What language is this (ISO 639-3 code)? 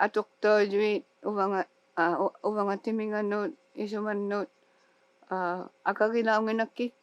iku